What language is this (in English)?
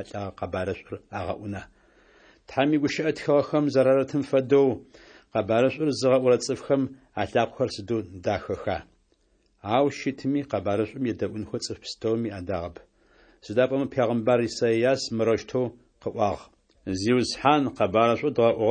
Adyghe